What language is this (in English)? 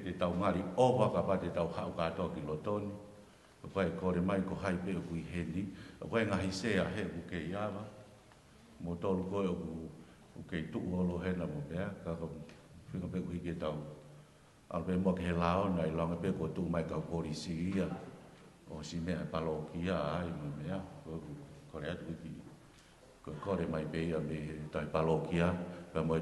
Tongan